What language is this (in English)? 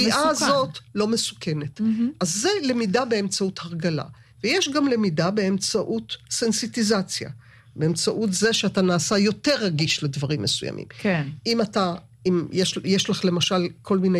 Hebrew